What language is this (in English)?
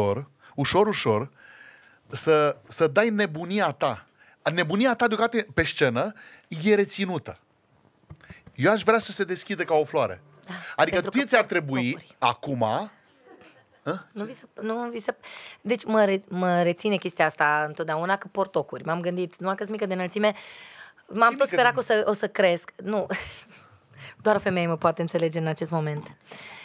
Romanian